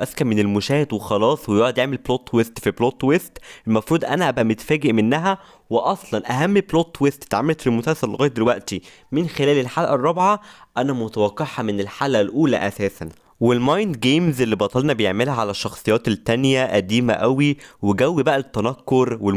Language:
Egyptian Arabic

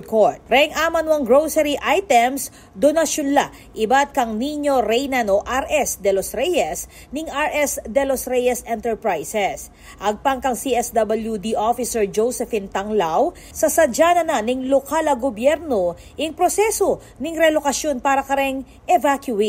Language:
Pampanga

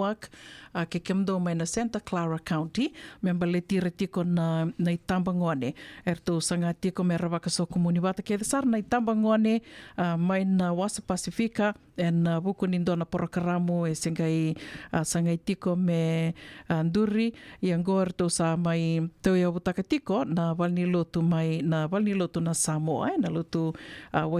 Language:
Fijian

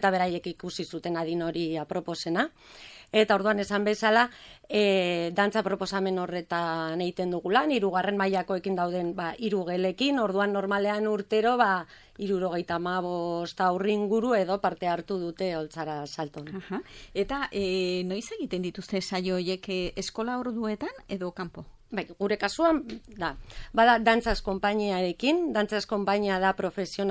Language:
Basque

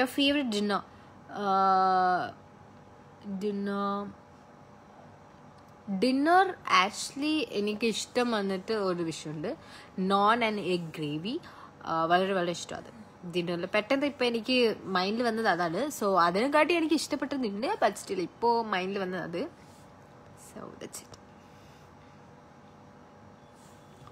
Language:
Malayalam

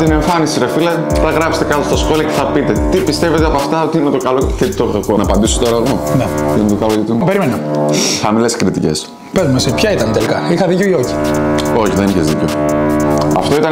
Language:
Greek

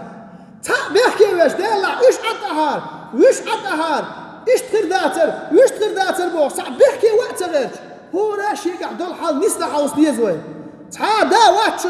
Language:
Chechen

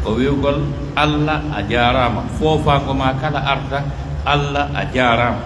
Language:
Pular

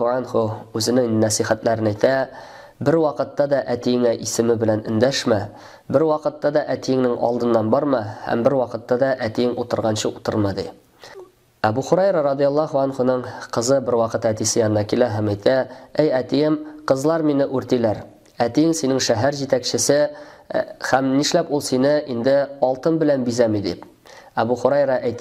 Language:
Tatar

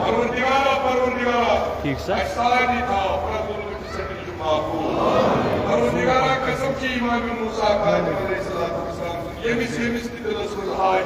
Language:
Kashmiri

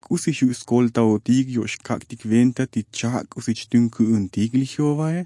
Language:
Tzotzil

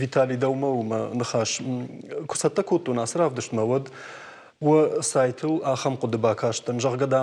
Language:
Ossetic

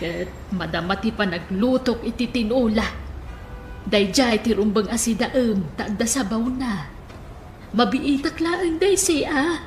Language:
Iloko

